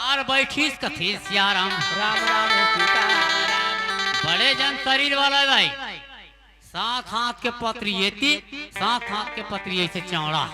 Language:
Chhattisgarhi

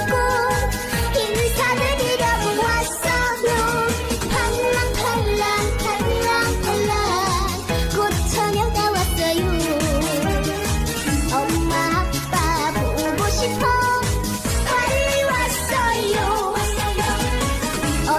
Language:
Korean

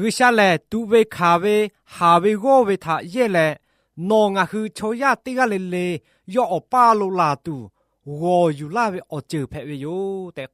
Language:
Lahu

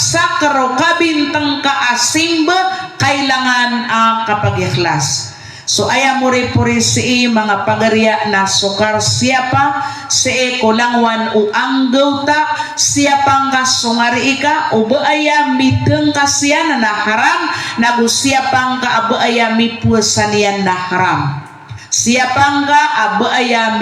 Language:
Maranao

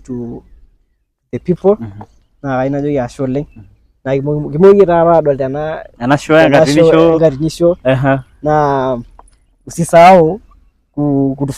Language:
Masai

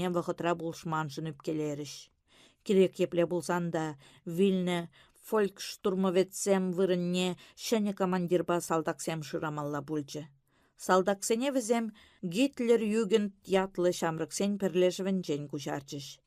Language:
Chuvash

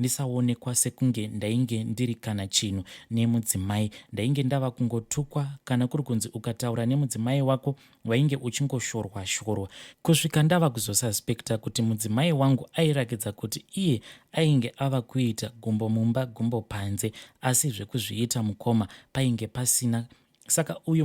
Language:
Shona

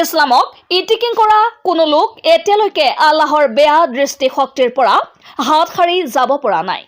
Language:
Assamese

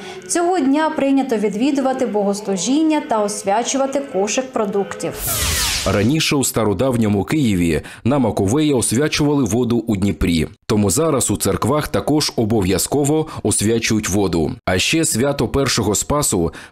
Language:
Ukrainian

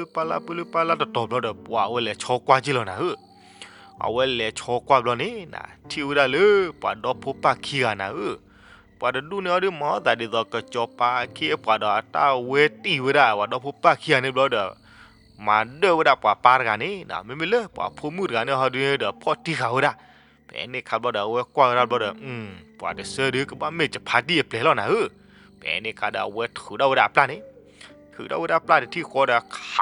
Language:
S'gaw Karen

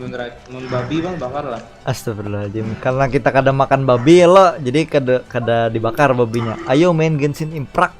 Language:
Banjar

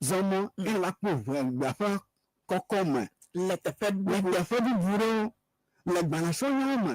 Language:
Ewe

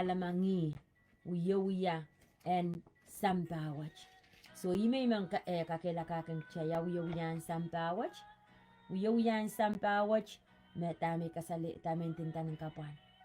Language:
Pohnpeian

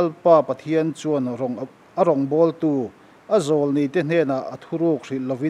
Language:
Mizo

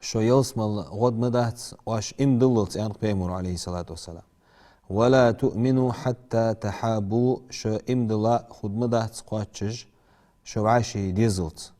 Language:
Ingush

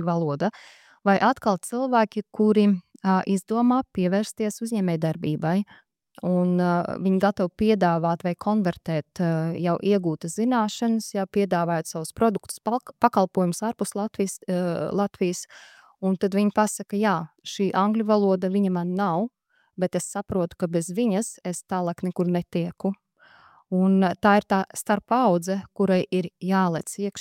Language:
Latvian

